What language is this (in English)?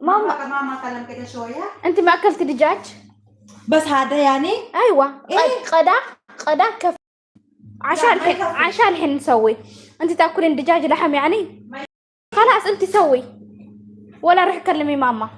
Gulf Arabic